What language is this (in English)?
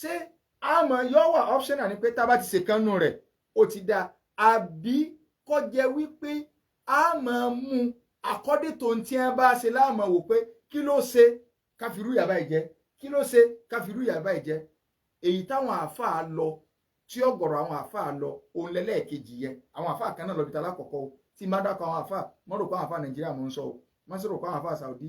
Yoruba